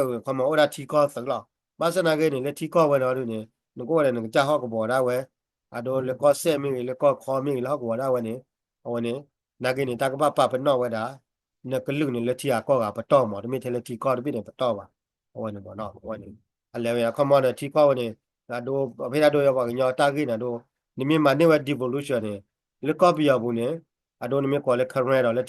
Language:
S'gaw Karen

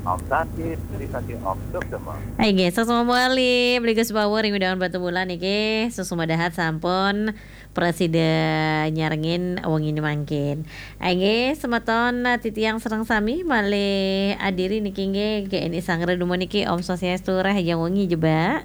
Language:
Balinese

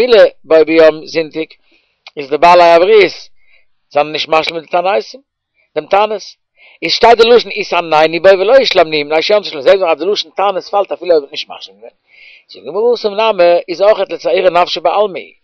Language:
Yiddish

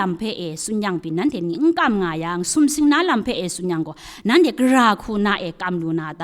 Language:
Kachin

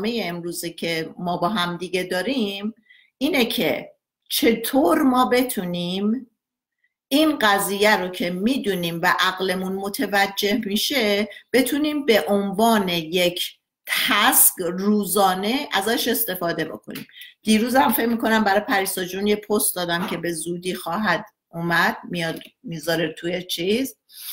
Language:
Persian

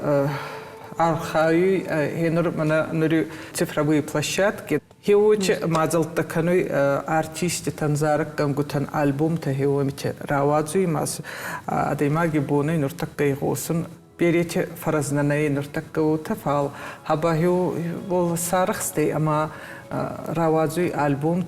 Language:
Ossetic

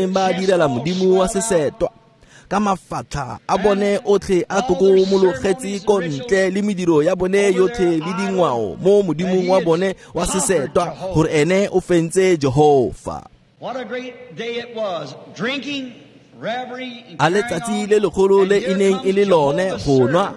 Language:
Tswana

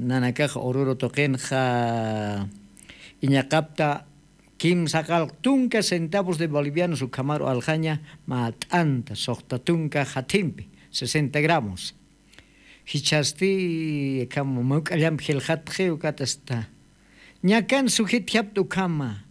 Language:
Aymara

